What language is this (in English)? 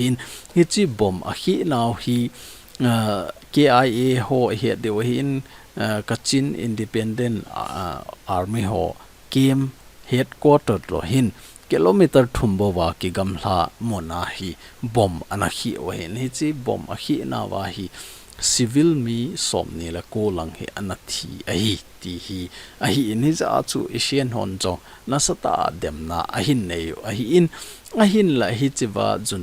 Thado Chin